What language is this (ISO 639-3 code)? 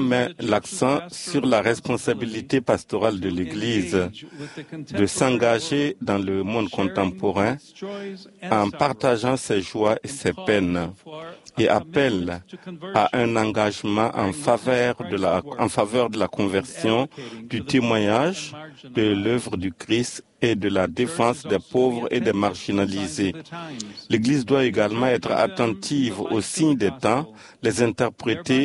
fra